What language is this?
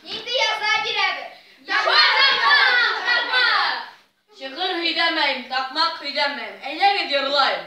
Bashkir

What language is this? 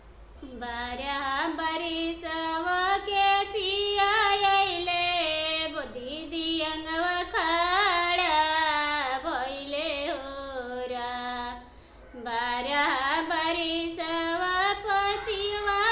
Bhojpuri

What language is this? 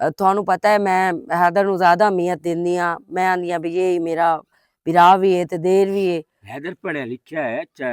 Western Panjabi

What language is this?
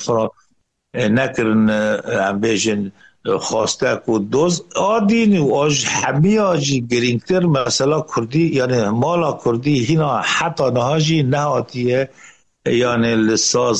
Kurdish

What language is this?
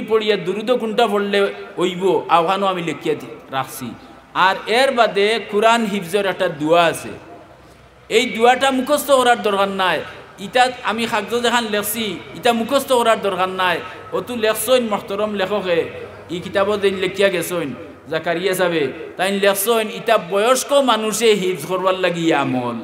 Sylheti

